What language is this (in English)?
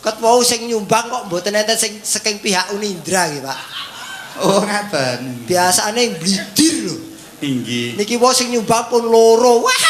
Javanese